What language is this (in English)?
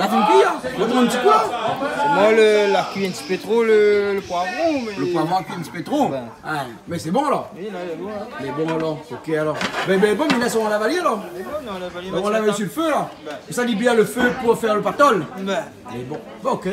Réunion Creole French